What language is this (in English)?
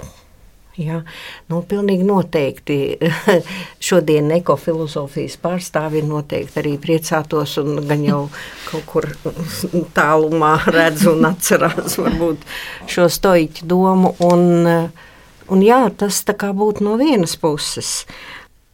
Latvian